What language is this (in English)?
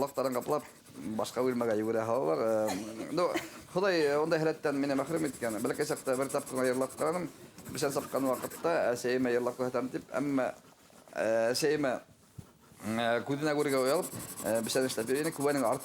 Bashkir